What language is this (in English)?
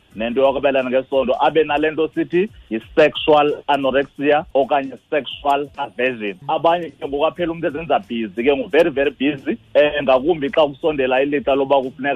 Xhosa